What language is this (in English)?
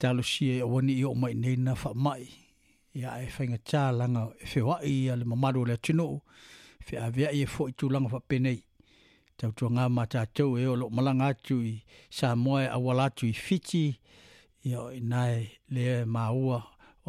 Samoan